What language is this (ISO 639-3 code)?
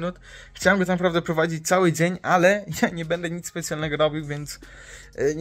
pol